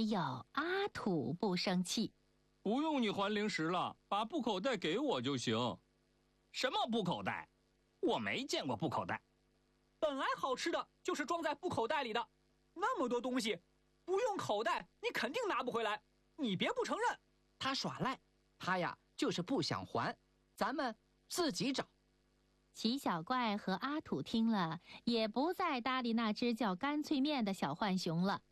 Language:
Chinese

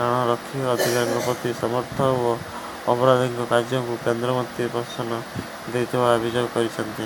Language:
Odia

